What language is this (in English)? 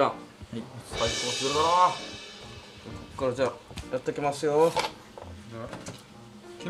Japanese